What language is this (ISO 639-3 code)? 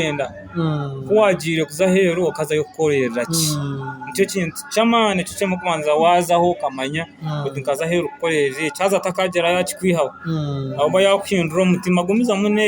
nyn